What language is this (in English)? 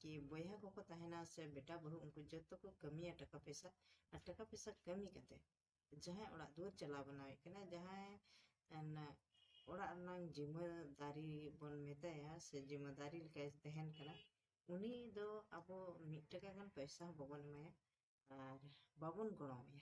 Santali